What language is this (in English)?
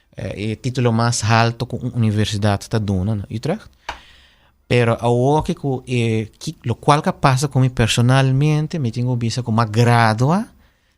Papiamento